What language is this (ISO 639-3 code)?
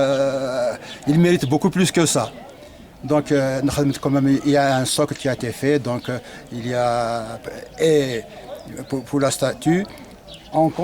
kab